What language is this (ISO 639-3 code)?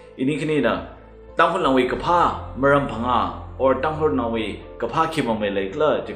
nmf